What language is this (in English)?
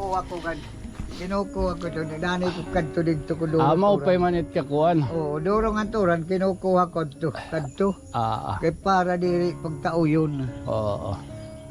Waray